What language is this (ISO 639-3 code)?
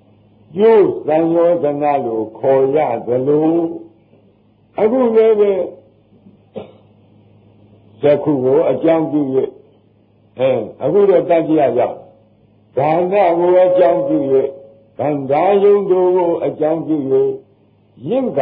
mya